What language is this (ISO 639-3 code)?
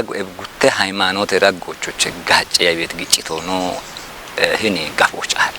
kbr